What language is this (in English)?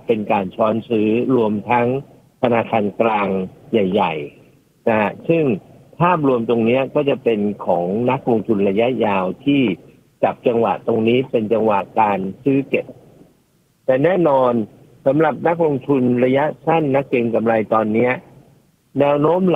Thai